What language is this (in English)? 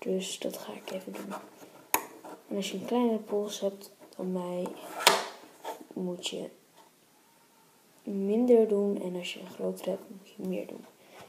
Dutch